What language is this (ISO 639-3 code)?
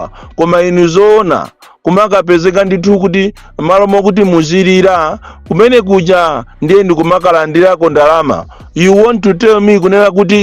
nya